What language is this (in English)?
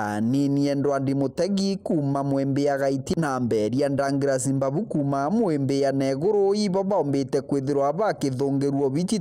Meru